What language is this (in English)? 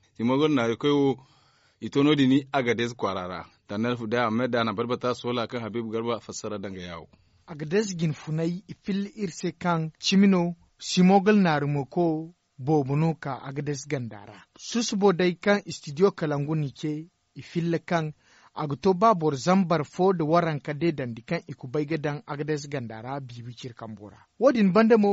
Zarma